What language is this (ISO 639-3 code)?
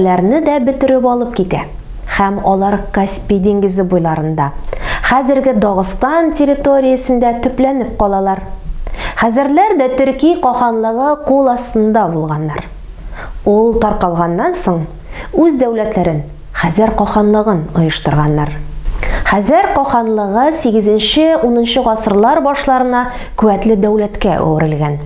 tat